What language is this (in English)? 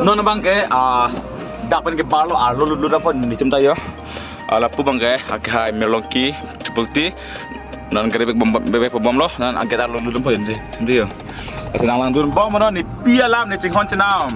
Karbi